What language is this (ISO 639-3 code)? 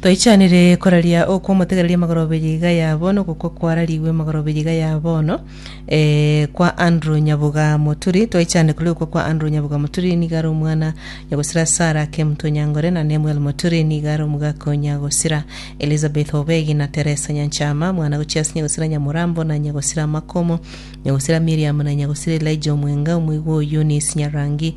guz